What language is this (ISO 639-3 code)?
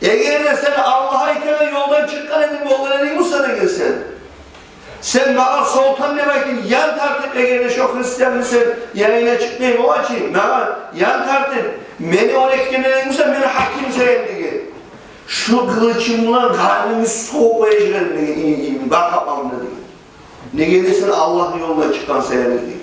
kum